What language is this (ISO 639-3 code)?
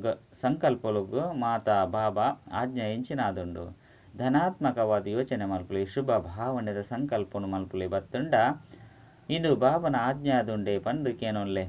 tcy